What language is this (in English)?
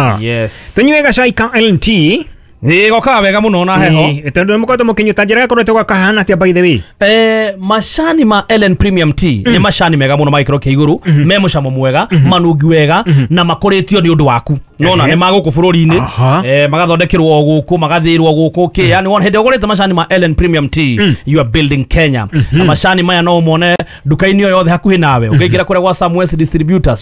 Kikuyu